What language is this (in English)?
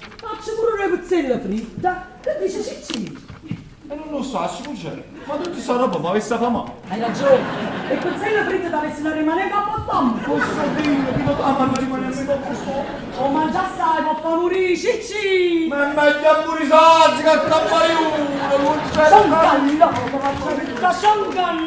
Neapolitan